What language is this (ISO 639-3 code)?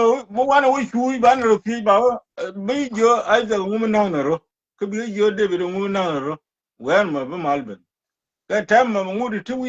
nus